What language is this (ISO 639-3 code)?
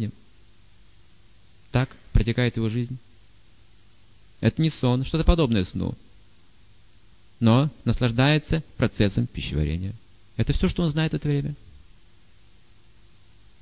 rus